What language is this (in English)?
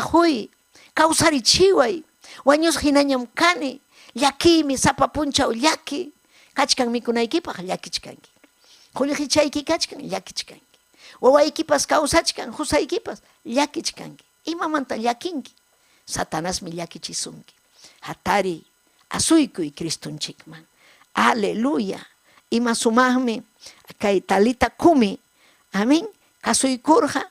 Ayacucho Quechua